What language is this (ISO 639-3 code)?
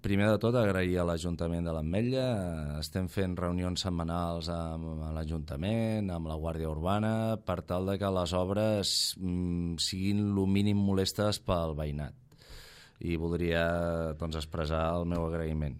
cat